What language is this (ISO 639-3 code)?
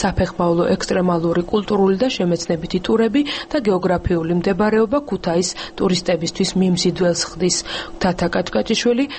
kat